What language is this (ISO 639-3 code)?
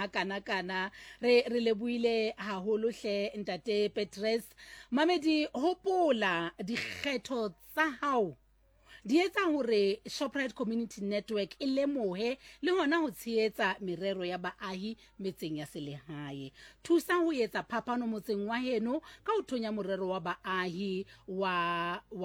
sot